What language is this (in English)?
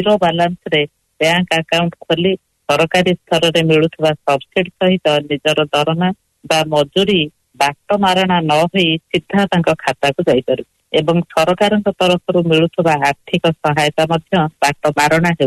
Odia